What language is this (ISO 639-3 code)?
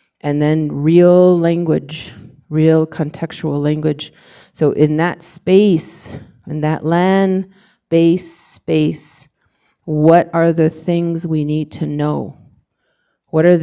nav